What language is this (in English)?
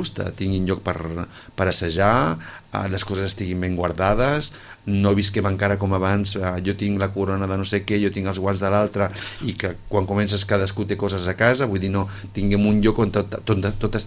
Catalan